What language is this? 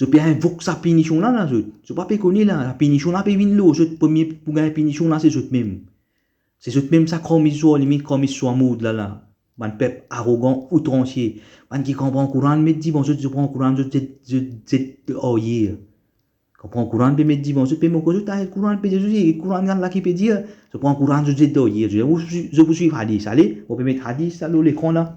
Morisyen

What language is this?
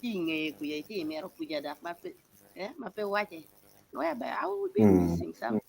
Acoli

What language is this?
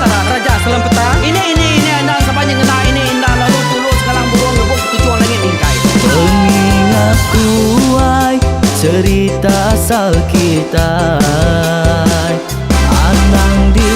Iban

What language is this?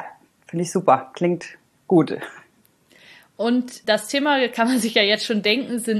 German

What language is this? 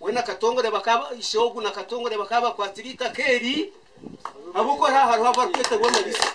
Nyankole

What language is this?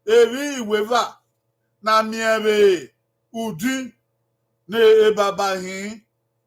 Bini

